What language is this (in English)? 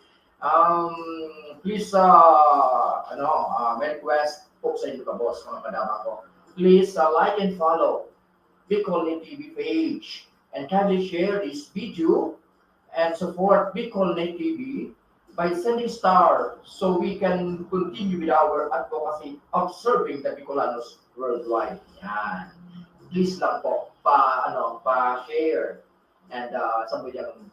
Bikol